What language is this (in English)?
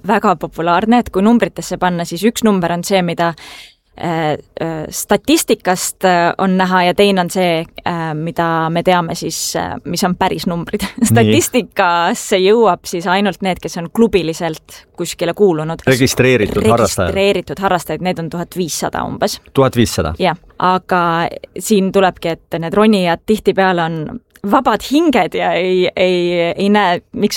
Estonian